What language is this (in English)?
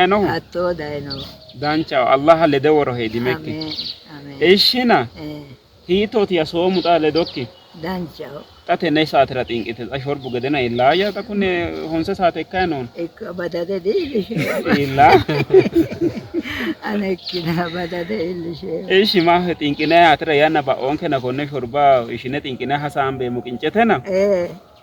Sidamo